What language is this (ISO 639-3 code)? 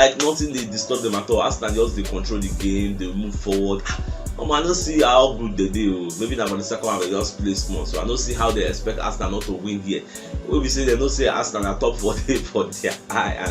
pcm